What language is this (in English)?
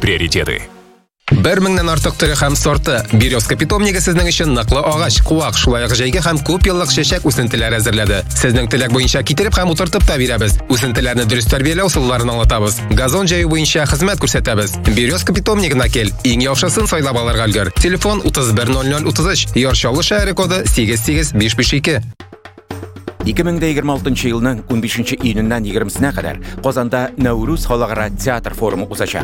Tatar